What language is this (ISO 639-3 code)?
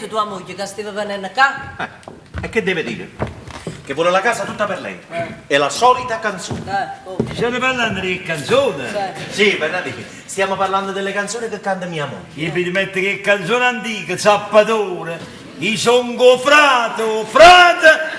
nap